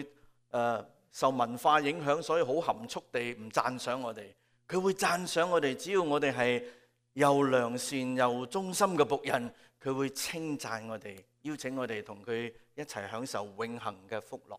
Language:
Cantonese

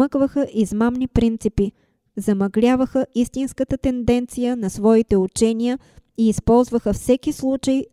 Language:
Bulgarian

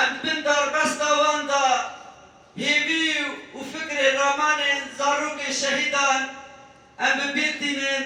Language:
Kurdish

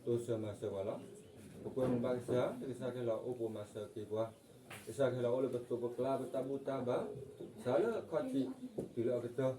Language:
S'gaw Karen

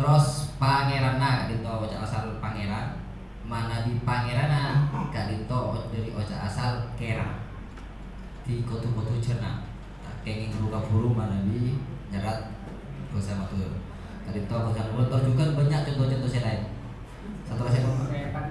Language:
Madurese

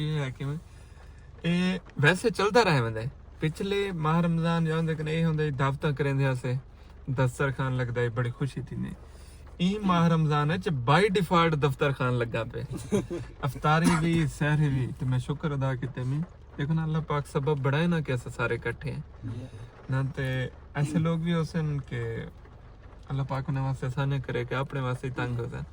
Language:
Saraiki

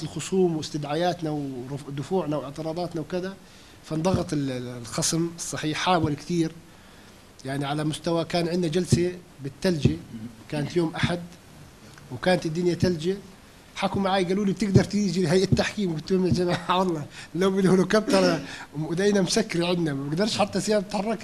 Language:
North Levantine Arabic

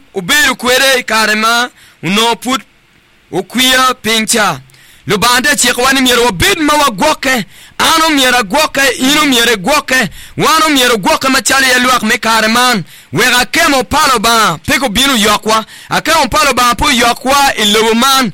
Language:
Acoli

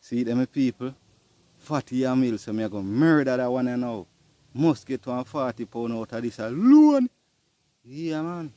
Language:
Jamaican Creole English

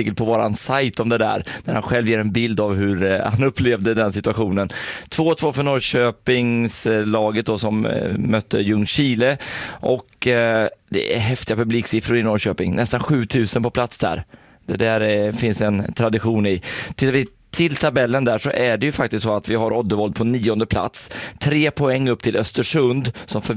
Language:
Swedish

